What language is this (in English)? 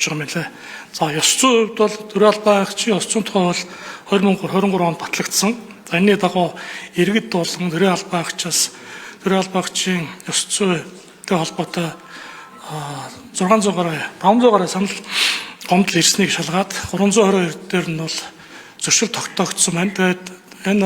Mongolian